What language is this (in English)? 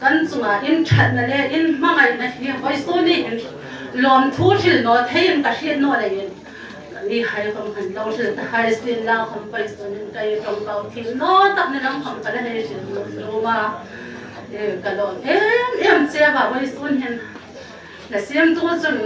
Hmar